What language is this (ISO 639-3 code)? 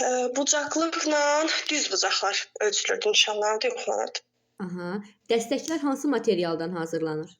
aze